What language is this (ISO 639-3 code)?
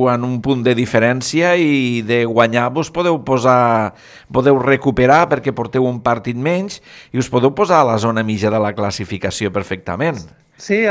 cat